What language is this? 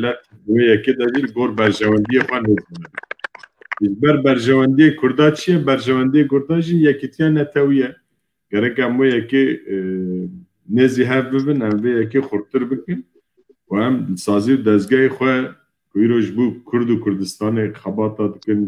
Kurdish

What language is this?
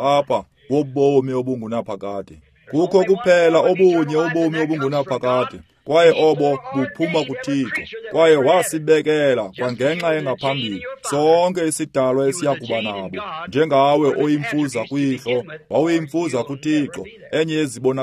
Xhosa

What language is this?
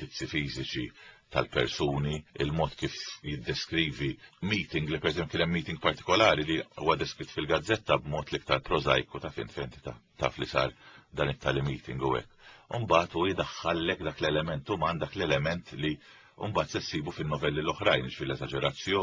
Maltese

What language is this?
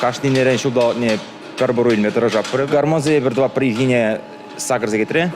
Chuvash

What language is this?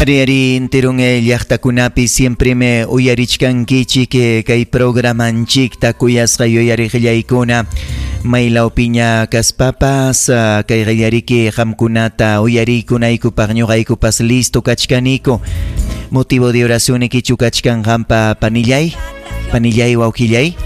Ayacucho Quechua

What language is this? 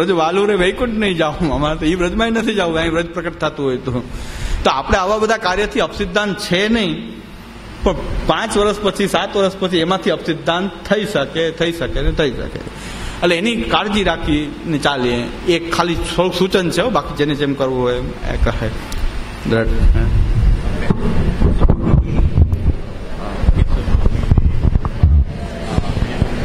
Gujarati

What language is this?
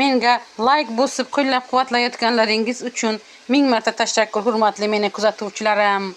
Uzbek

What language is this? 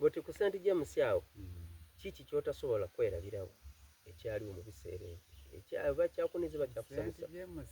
Soga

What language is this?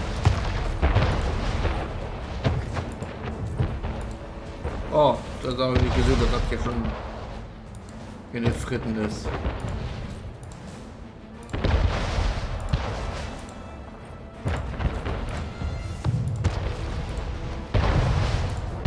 German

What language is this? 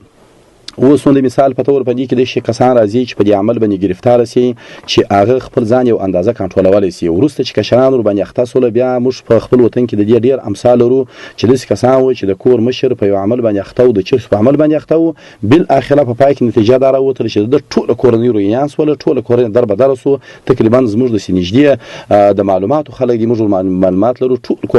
Pashto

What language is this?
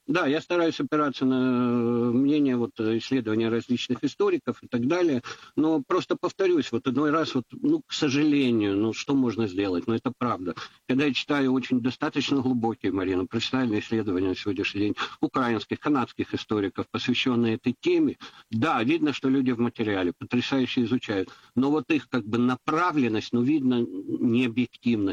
Russian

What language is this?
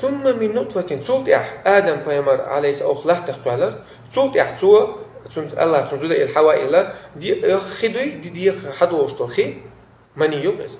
Chechen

